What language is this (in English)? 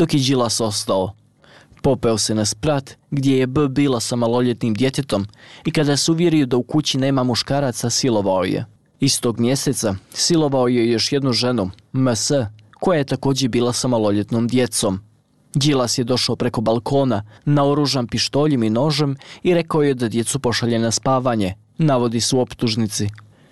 Bosnian